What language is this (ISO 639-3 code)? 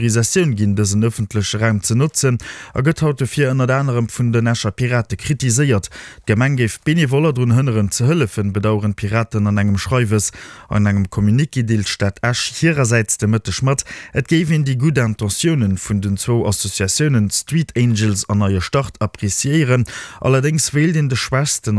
ltz